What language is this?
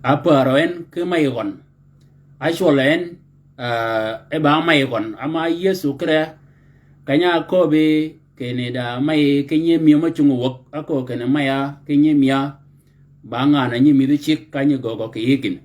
Shilluk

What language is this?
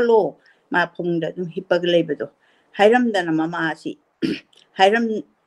Manipuri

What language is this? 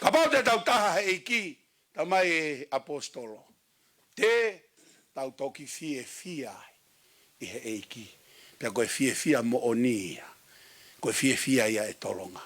Tongan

